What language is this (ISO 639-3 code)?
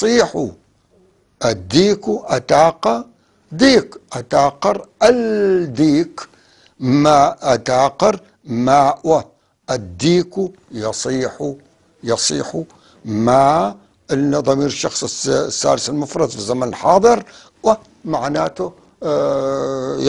apc